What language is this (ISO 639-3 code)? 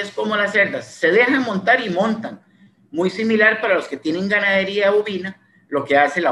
spa